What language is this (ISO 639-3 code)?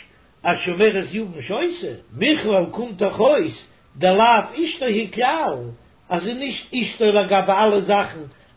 yid